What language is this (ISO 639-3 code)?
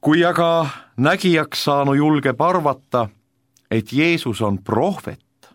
est